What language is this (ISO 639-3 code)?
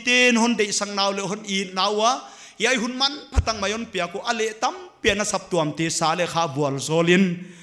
pck